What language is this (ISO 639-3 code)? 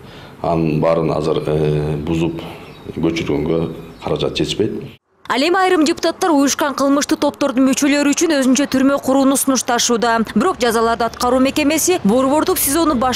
kir